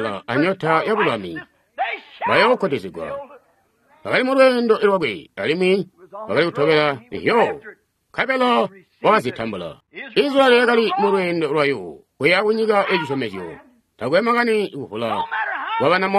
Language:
Tonga (Zambia)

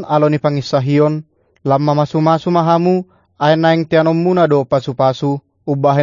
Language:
Batak Toba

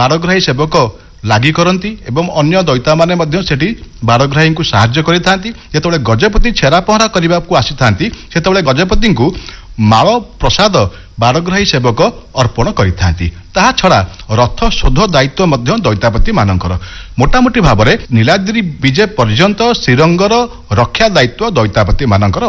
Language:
Odia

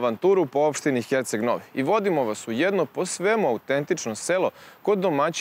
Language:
Serbian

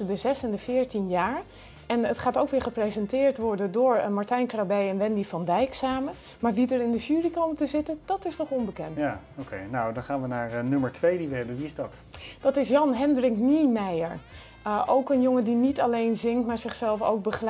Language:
Dutch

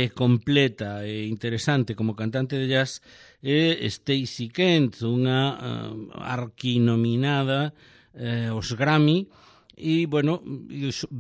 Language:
Galician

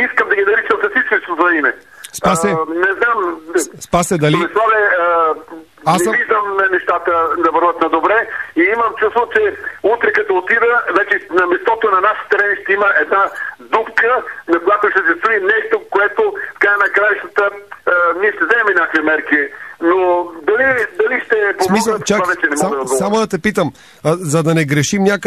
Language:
Bulgarian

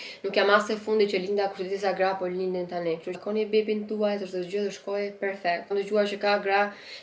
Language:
Albanian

